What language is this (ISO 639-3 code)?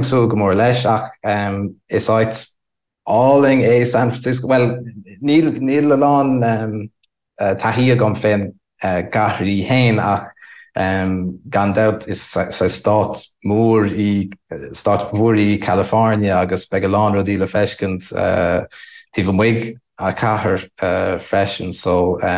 gle